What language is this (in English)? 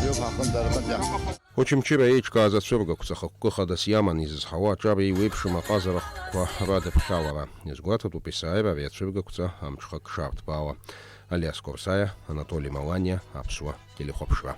Abkhazian